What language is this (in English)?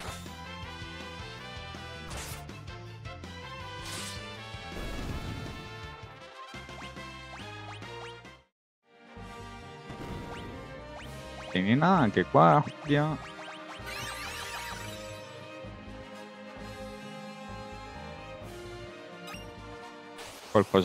Italian